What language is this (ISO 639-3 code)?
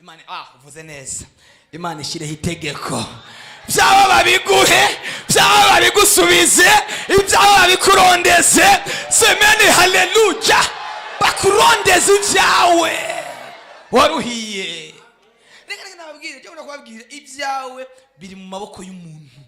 run